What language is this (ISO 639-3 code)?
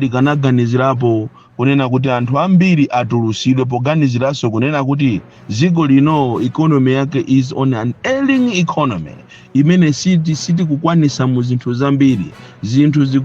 nya